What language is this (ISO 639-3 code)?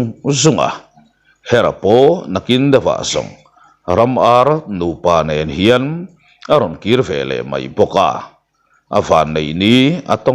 lus